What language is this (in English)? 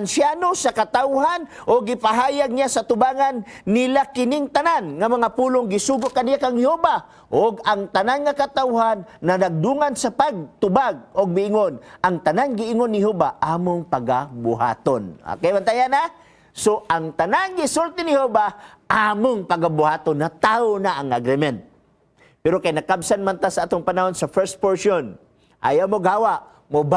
Cebuano